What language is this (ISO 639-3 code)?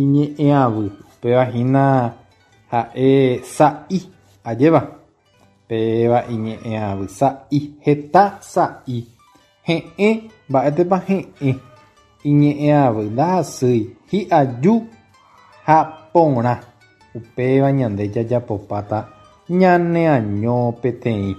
grn